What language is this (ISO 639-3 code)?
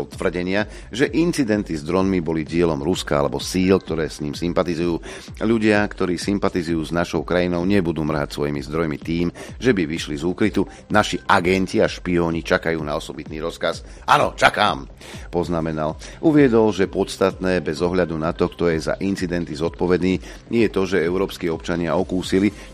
slk